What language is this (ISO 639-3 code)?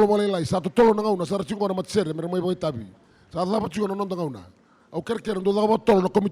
fij